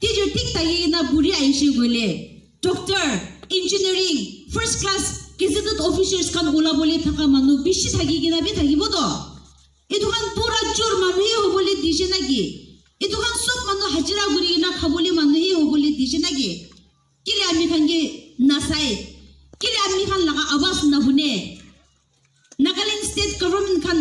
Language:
Naga Pidgin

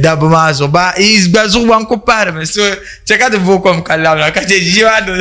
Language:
Dagbani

